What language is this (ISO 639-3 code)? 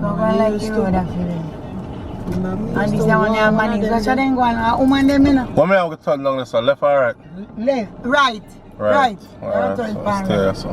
jam